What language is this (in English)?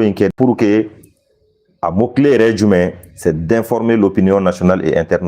Bambara